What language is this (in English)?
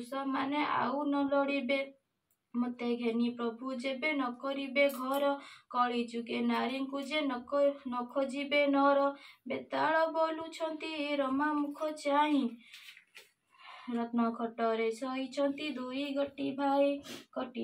Odia